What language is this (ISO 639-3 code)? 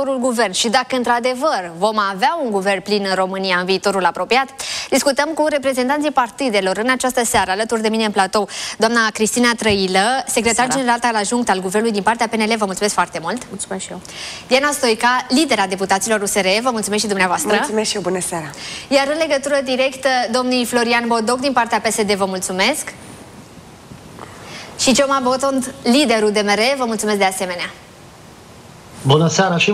ron